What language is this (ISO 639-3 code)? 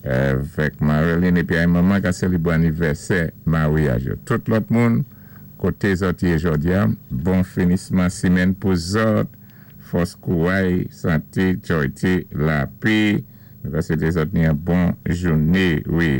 acf